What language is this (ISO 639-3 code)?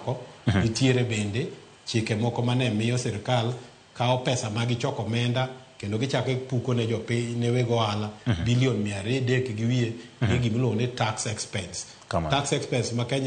luo